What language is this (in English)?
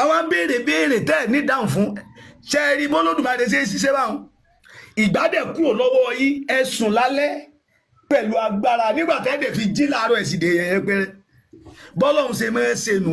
Yoruba